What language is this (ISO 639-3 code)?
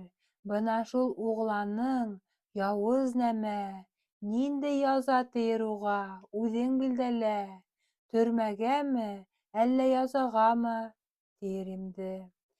bak